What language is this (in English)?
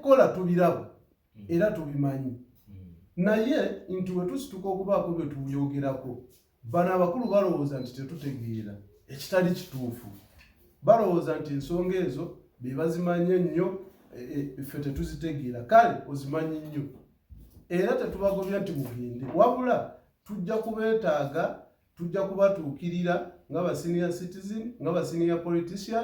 Ganda